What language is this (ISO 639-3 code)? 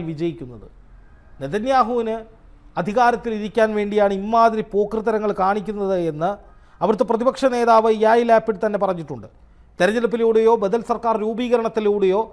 mal